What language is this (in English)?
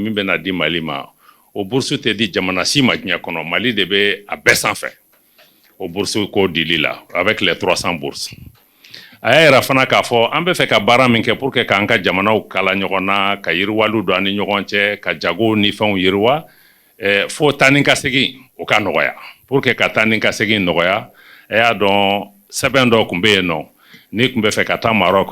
Bambara